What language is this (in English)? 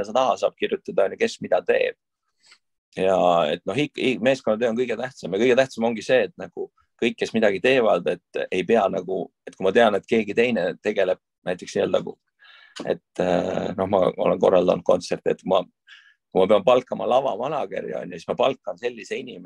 Estonian